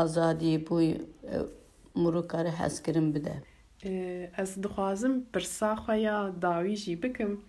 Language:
Kurdish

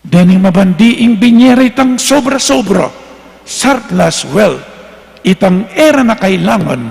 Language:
Pampanga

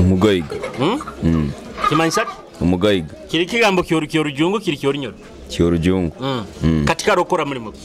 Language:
Nyoro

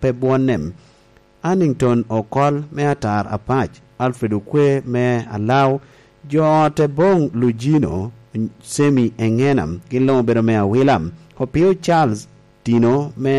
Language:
Lango (Uganda)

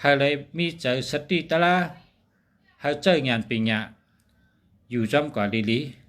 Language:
Shan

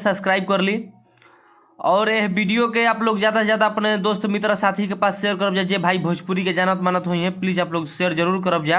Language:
Bhojpuri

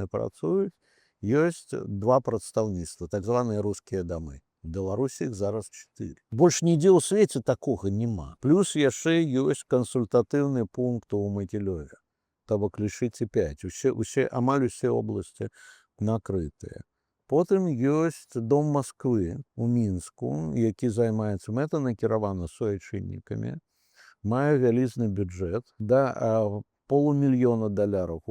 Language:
Belarusian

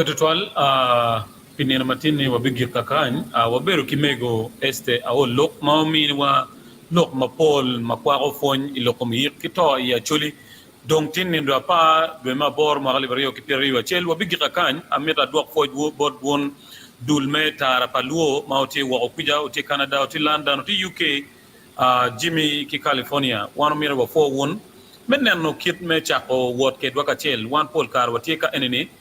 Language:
Acoli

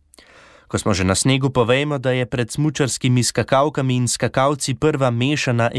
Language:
Slovenian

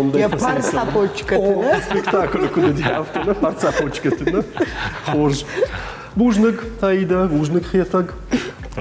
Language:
Ossetic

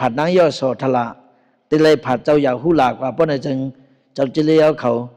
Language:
Shan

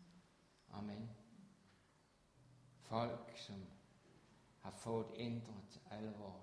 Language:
Danish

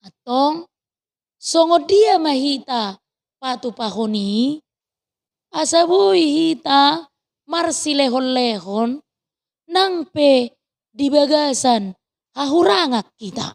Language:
Batak Toba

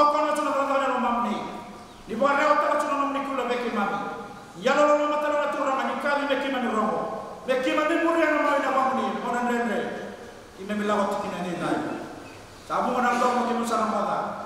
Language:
Fijian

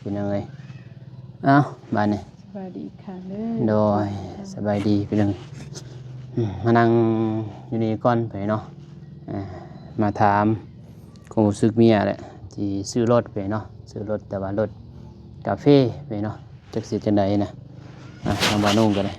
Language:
Lao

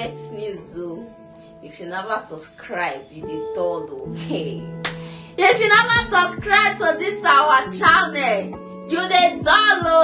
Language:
Nigerian Pidgin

